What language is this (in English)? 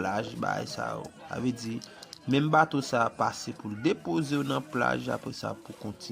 Haitian Creole